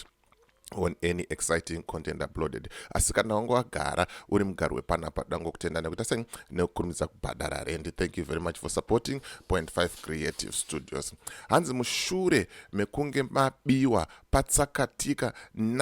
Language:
Shona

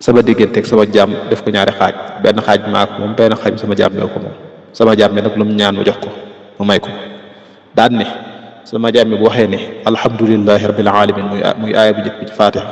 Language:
Wolof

